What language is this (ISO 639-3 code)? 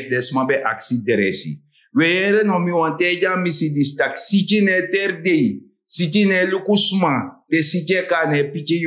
srn